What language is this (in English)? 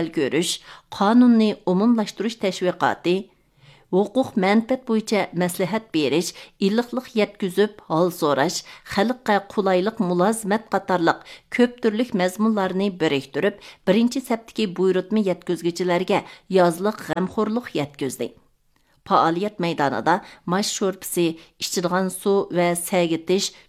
Uyghur